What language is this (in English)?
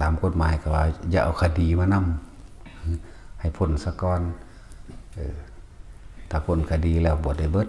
Northeastern Thai